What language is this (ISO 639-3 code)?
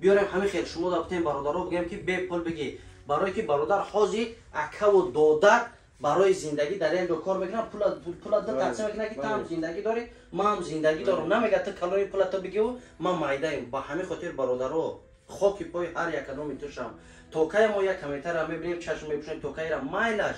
tgk